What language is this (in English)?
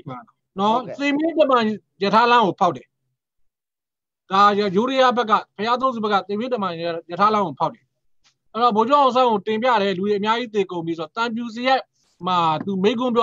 Burmese